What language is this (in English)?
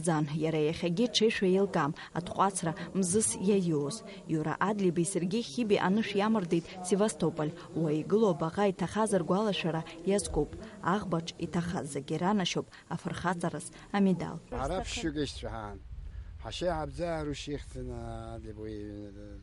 Abkhazian